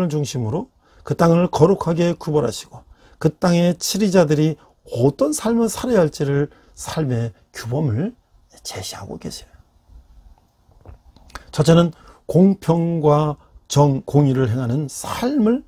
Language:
Korean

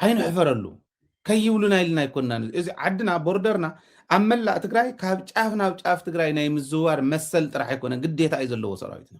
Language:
Tigrinya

